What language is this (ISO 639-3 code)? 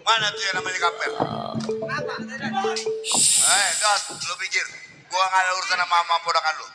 bew